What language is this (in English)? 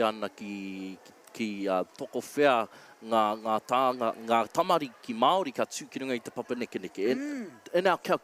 Māori